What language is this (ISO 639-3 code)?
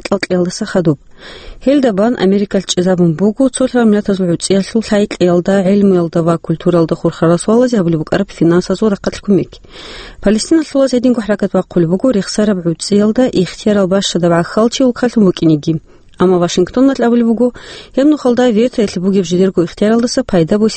ava